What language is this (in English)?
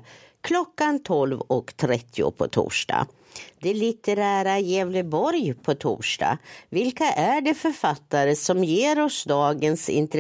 Swedish